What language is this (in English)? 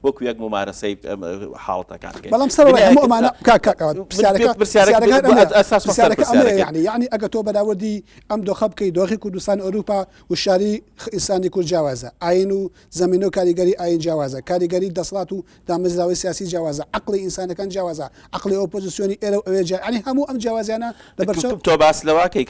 Central Kurdish